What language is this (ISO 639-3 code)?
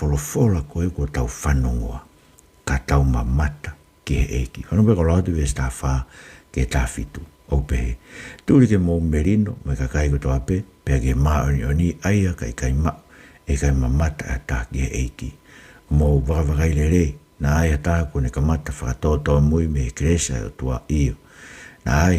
ton